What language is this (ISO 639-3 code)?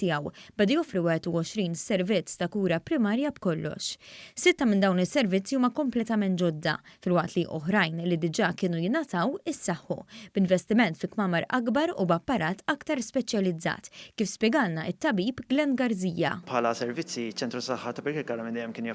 mlt